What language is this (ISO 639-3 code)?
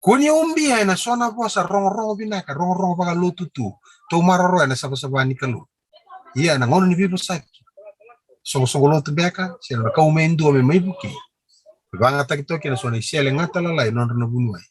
fij